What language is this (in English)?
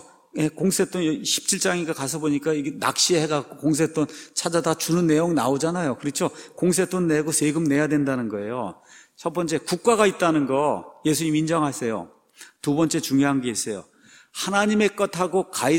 Korean